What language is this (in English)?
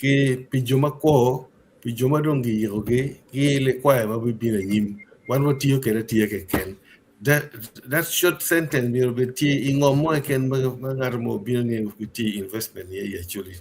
Acoli